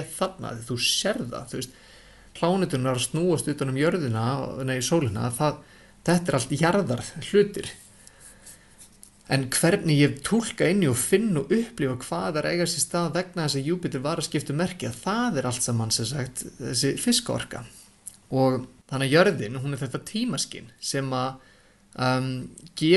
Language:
Icelandic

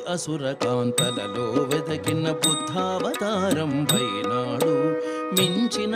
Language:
Telugu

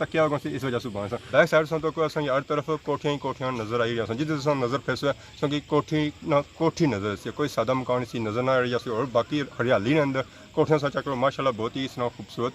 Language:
Pahari-Potwari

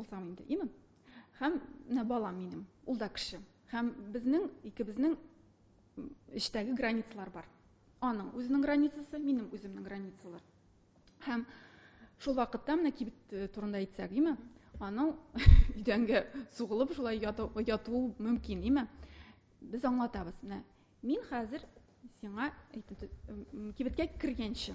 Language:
Tatar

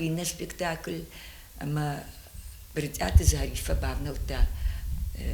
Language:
Ossetic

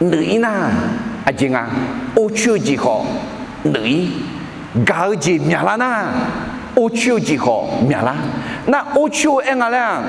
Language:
Akha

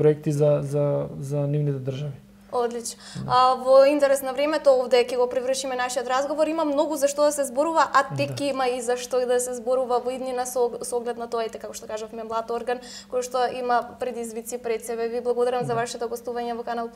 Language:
Macedonian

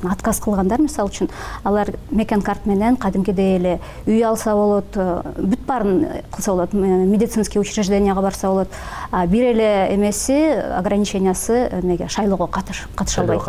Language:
Kyrgyz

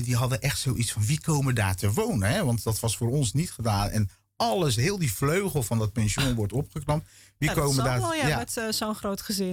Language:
Dutch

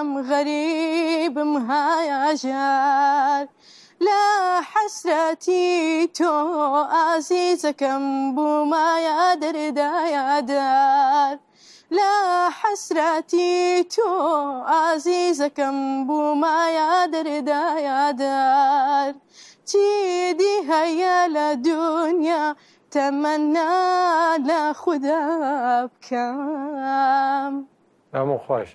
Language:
Kurdish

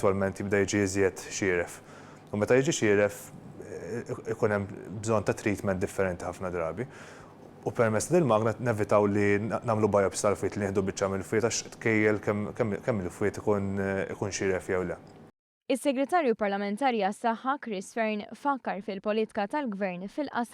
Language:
Maltese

